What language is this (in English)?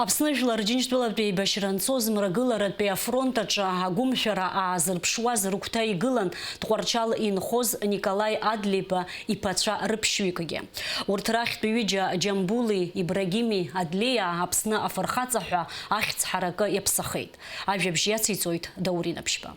Abkhazian